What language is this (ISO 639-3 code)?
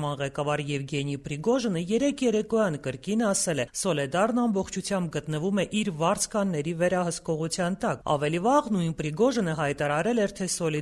hye